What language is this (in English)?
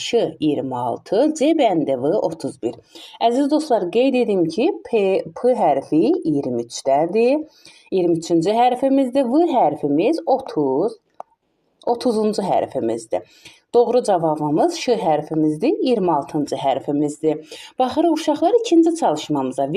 Azerbaijani